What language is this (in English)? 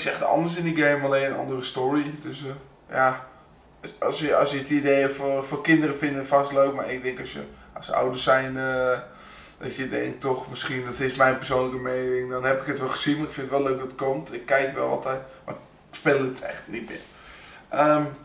Dutch